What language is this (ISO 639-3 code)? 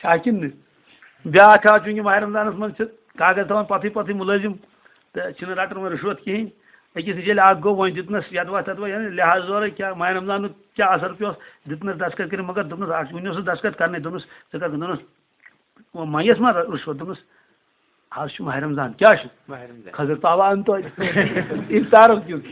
kas